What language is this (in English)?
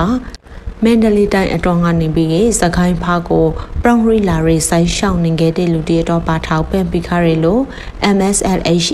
Burmese